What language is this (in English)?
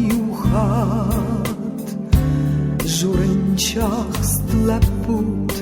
Ossetic